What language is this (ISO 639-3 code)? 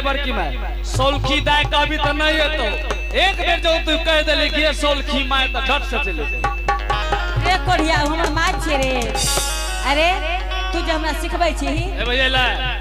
anp